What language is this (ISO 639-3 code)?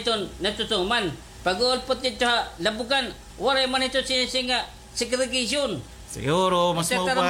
war